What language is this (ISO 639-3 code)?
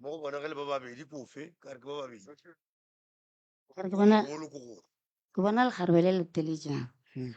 nso